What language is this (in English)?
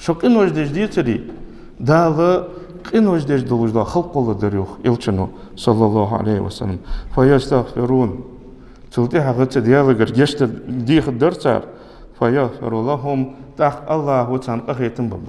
Ingush